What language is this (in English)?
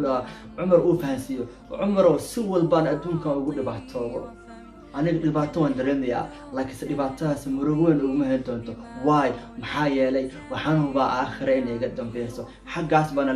Somali